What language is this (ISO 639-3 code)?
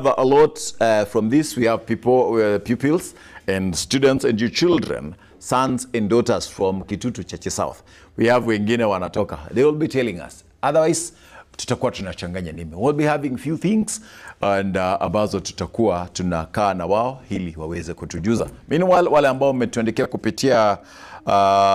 guz